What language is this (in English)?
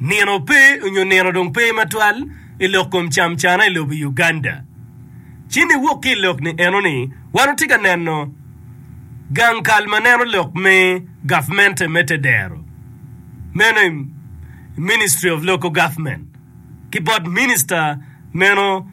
Acoli